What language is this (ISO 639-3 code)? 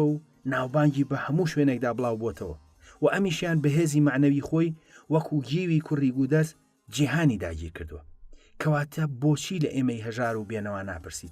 ckb